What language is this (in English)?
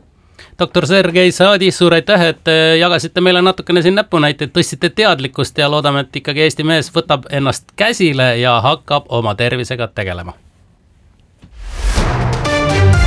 Estonian